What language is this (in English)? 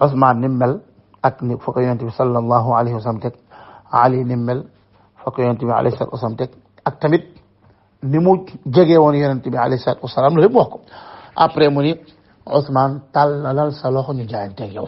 Wolof